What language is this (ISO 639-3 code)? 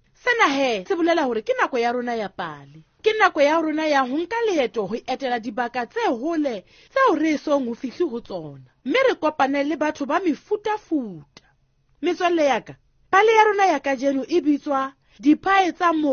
sot